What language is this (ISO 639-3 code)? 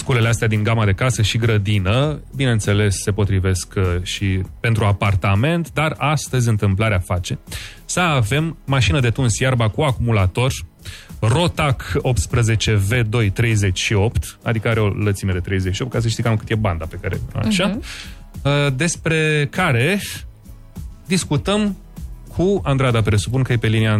ron